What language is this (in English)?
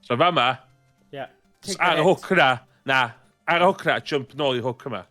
Welsh